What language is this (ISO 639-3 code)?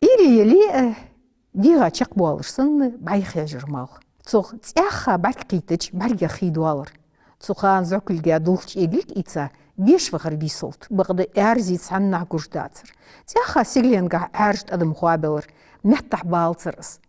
inh